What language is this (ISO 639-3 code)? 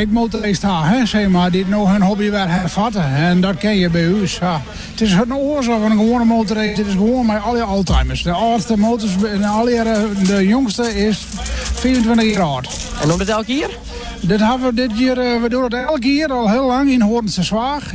fry